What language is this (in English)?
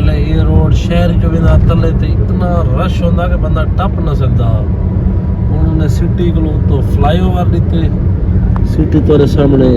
Saraiki